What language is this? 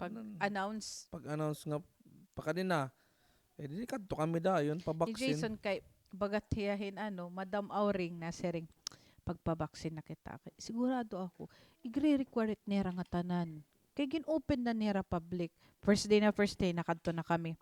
Waray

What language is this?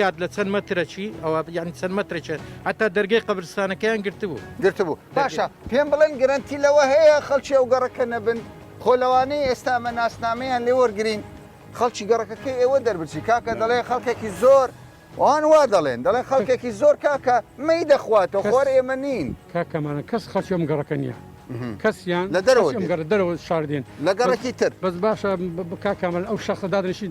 Central Kurdish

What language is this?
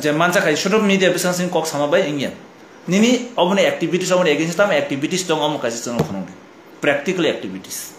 Kok Borok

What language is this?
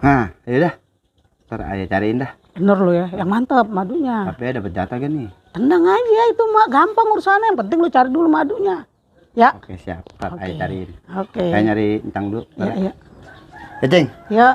Betawi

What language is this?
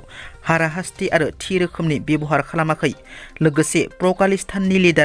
Bodo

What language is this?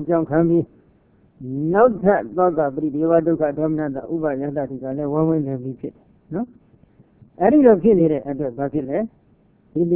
Burmese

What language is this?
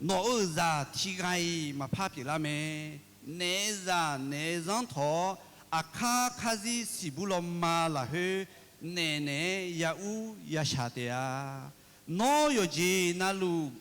Akha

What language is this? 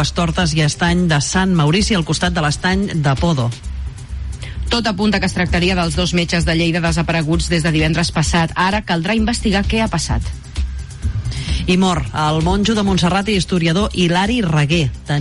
Catalan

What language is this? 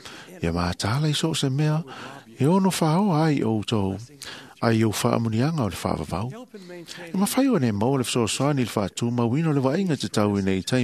Samoan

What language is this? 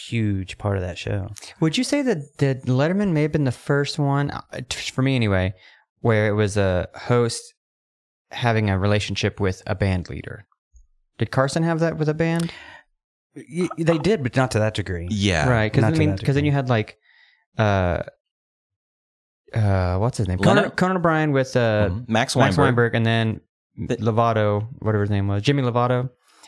English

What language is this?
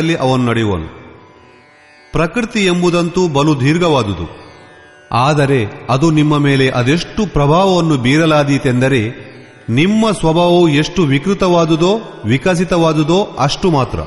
Kannada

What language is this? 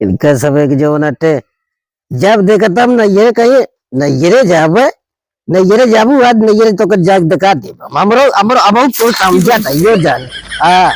Awadhi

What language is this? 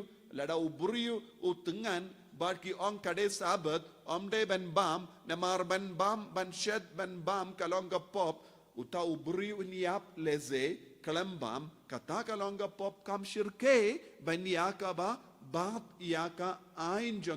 Khasi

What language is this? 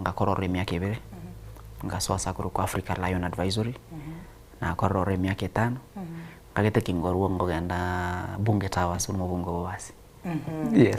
Gusii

